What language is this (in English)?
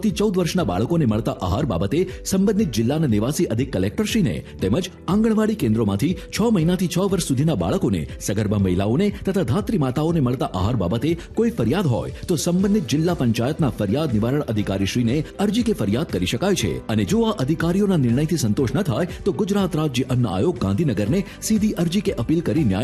Gujarati